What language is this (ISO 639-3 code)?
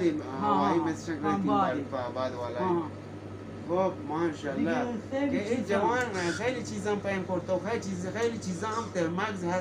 bal